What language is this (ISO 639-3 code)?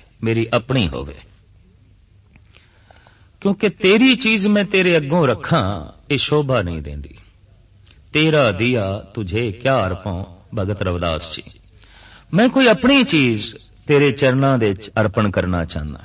pan